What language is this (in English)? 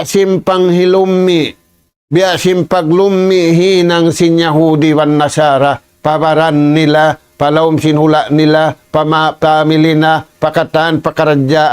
Tausug